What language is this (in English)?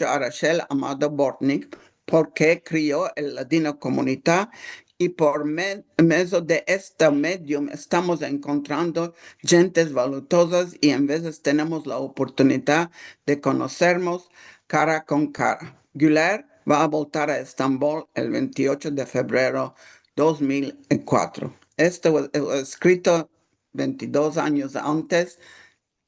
Ladino